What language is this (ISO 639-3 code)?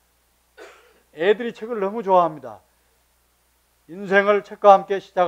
kor